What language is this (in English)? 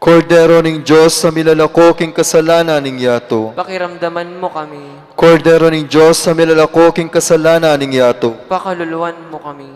Pampanga